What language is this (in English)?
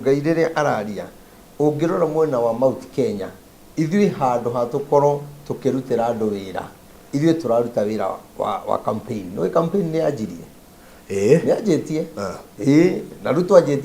Kikuyu